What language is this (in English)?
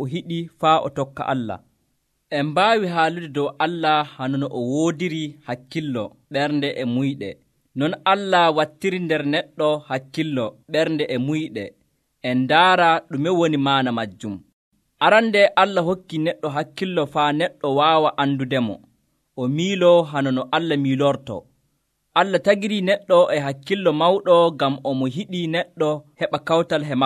Nigerian Fulfulde